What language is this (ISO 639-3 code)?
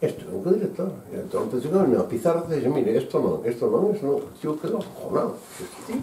glg